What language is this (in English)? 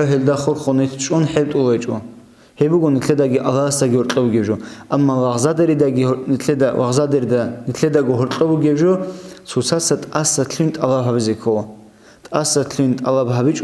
Avaric